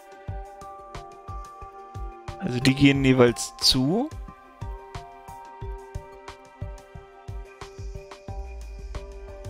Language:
German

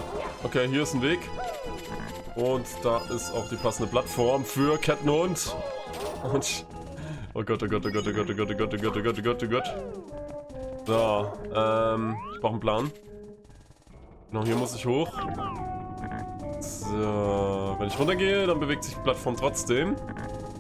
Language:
German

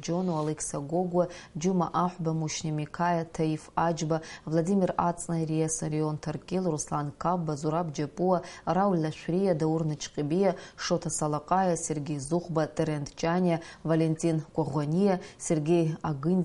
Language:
Abkhazian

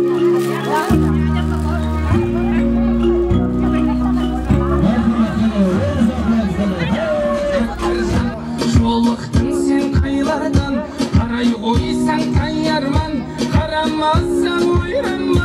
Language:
Kazakh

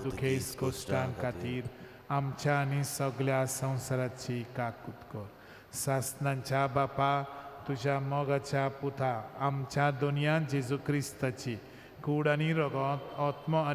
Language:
Konkani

